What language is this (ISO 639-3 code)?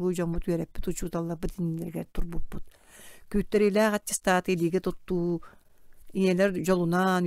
sah